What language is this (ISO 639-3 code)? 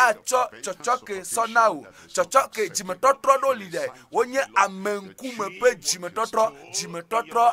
ewe